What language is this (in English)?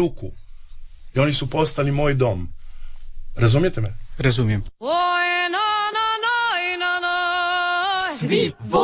Croatian